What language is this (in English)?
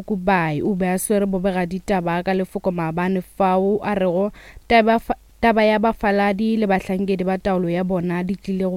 Northern Sotho